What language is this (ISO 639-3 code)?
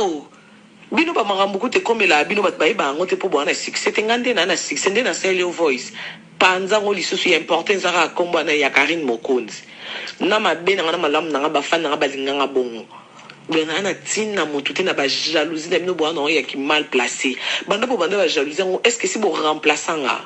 lin